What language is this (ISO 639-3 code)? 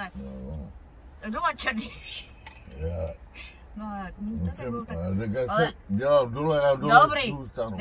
ces